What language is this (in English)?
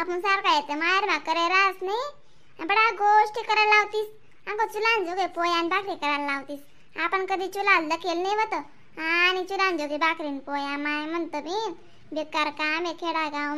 Khandesi